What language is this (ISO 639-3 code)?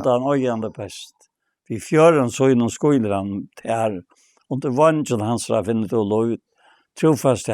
fao